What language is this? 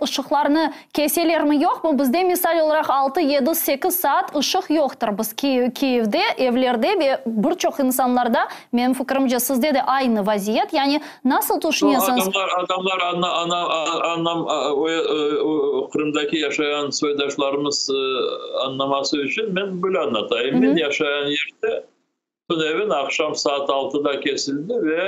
Crimean Tatar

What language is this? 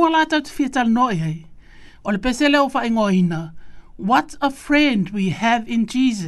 Samoan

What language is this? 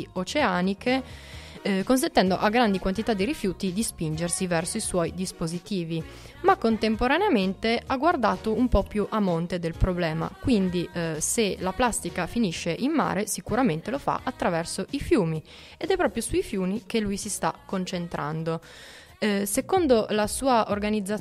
Italian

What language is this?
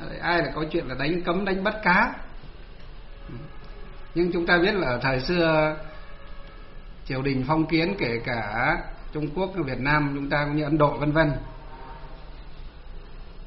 Vietnamese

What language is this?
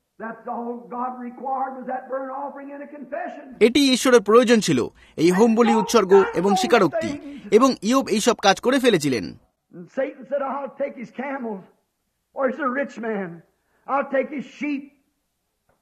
Bangla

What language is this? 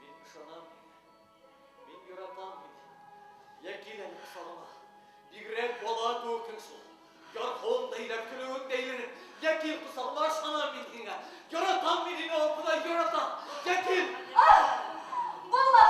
Bashkir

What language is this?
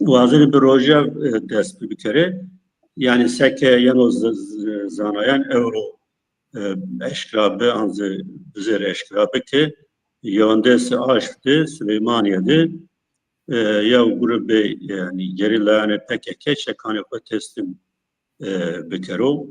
Zaza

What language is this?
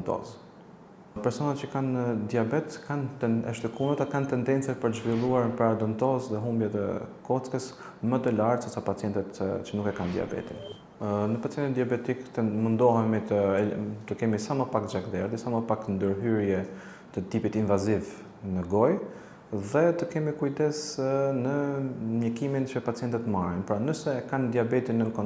Albanian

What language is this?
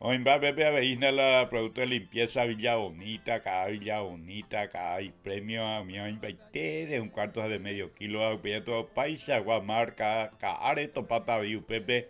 Guarani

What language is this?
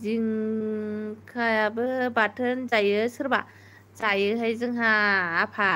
Bodo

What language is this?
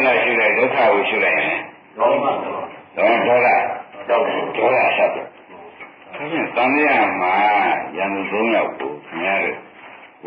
Burmese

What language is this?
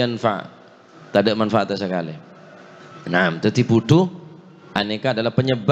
Madurese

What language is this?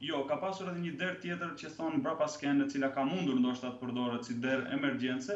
Albanian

